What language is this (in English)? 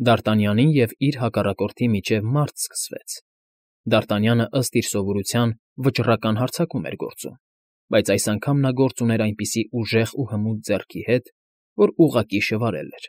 Armenian